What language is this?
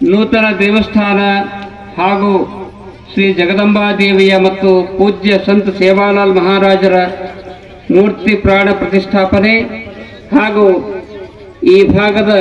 Kannada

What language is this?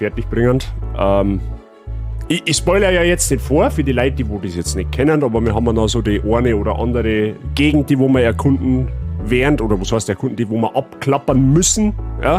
Bavarian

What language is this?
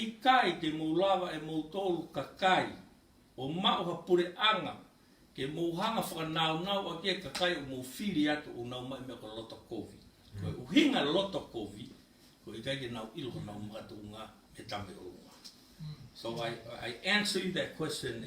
Tongan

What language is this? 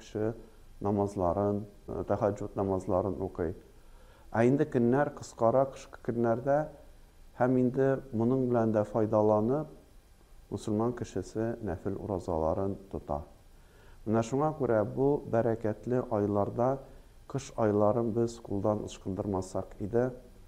Tatar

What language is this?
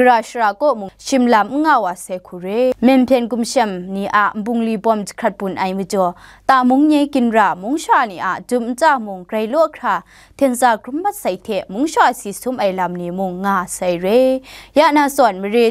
Kachin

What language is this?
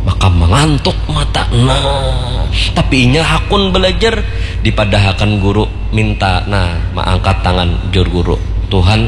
Banjar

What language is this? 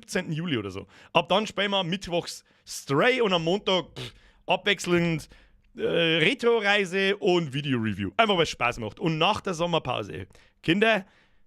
Bavarian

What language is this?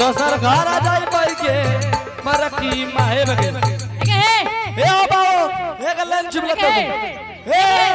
Angika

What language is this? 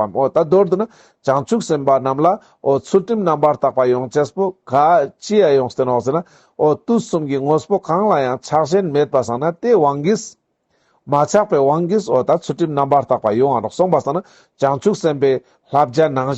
Ladakhi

